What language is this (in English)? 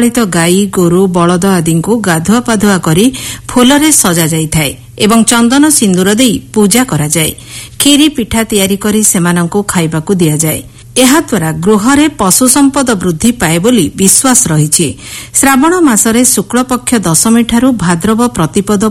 Odia